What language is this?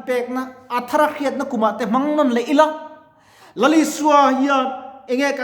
Mizo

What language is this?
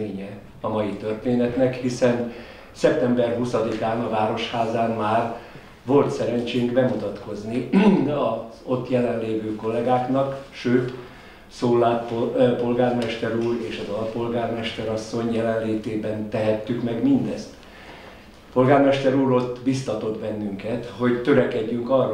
Hungarian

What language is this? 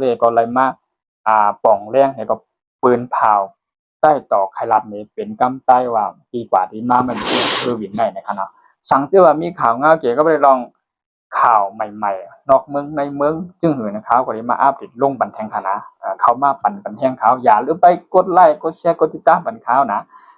Shan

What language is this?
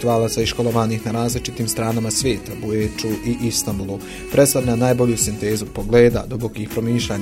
Bosnian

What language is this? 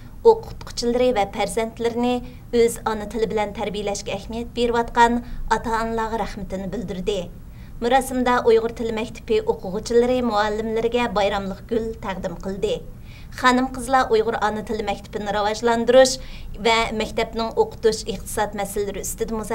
Uyghur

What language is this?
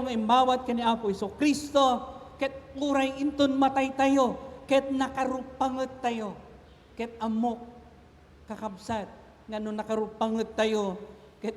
Iloko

